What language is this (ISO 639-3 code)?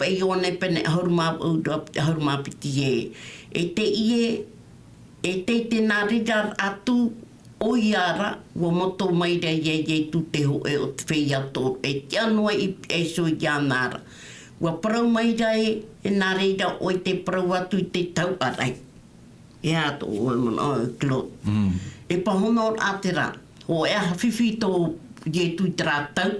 tah